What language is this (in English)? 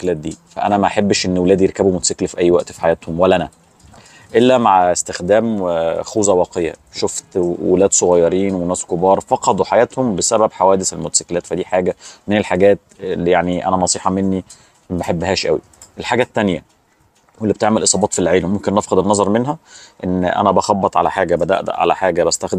Egyptian Arabic